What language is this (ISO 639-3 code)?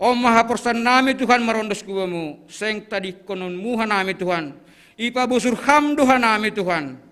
bts